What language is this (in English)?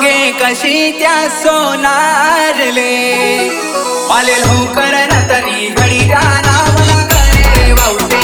Marathi